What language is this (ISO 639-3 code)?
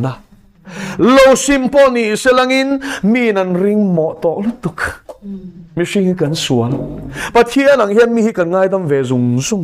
lus